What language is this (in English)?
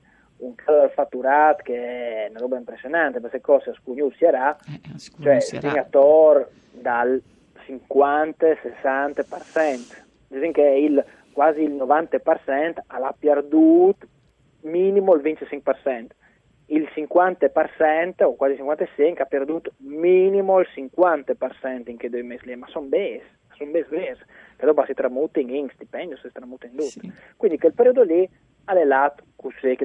Friulian